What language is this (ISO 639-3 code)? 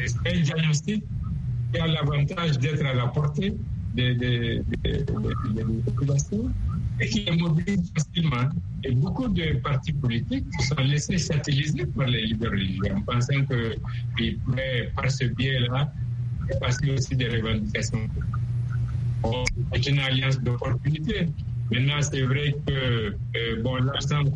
fra